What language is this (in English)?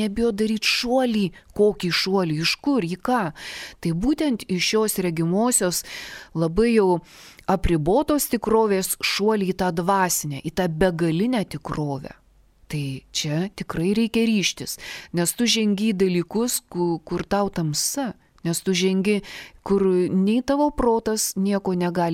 Lithuanian